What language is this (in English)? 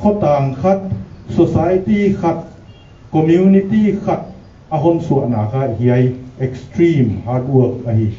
Paite Chin